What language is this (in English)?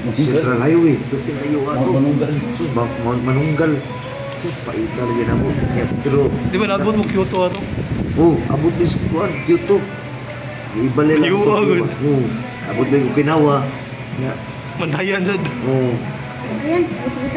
Cebuano